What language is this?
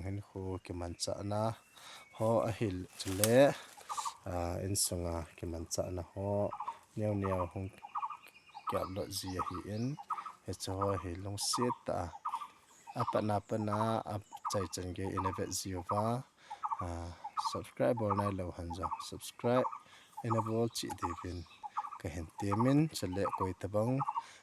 Thado Chin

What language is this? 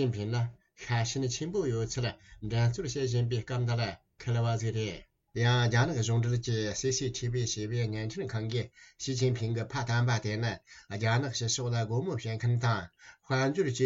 Tibetan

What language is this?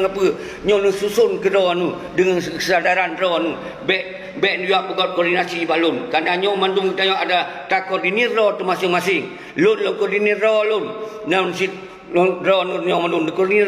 Achinese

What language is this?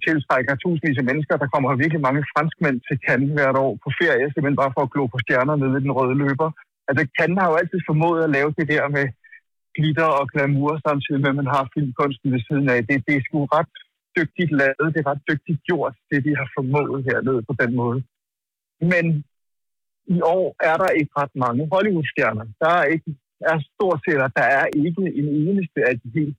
Danish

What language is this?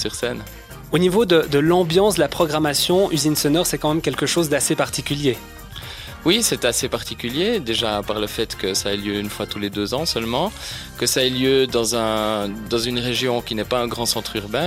French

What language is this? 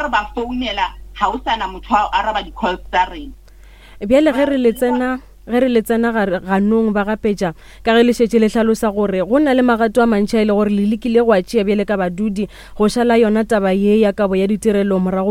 Northern Sotho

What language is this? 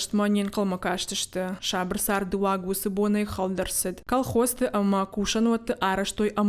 Ossetic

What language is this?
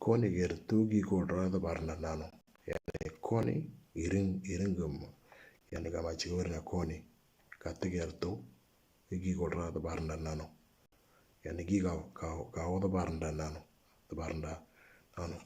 Moro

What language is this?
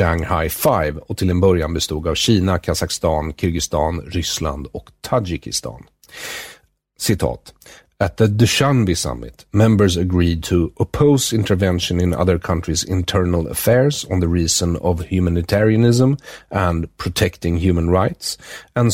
Swedish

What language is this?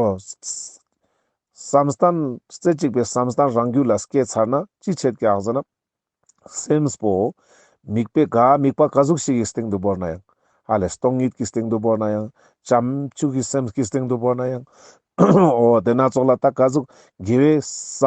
Ladakhi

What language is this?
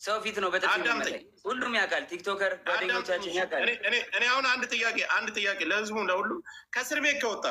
Amharic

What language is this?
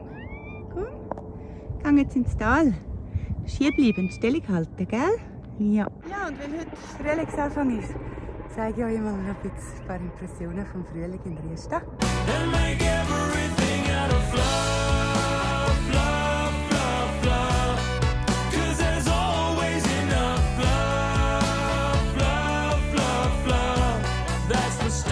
Swiss German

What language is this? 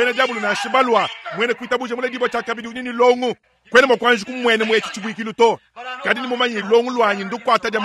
Luba-Lulua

